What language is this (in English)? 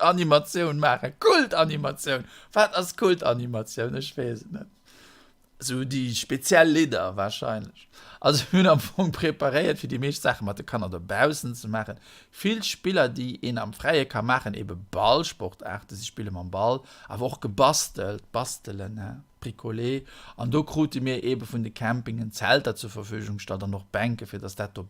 Luxembourgish